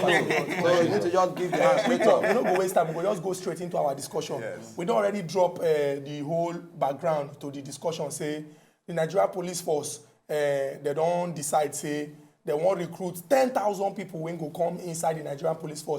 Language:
Nigerian Pidgin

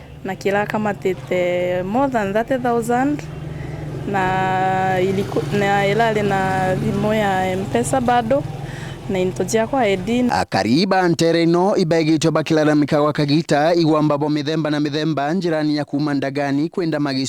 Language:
Meru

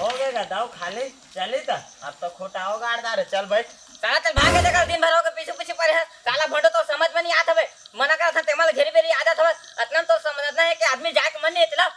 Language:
Chhattisgarhi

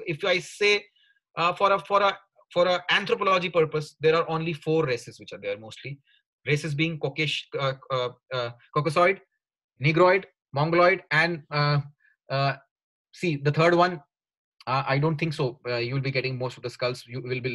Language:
English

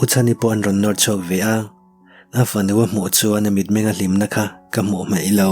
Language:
Mizo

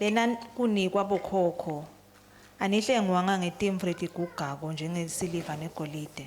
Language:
Swati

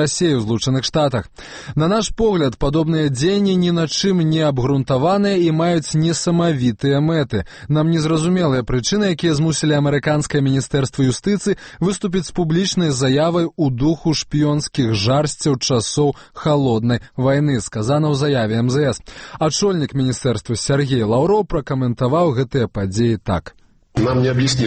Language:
Belarusian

